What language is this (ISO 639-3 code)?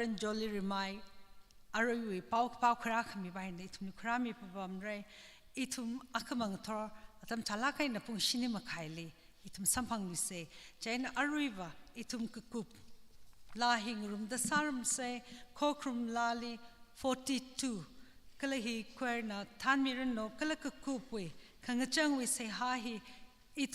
nmf